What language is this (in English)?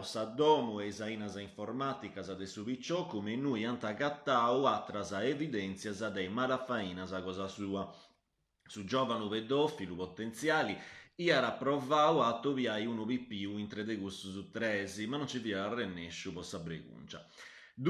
Sardinian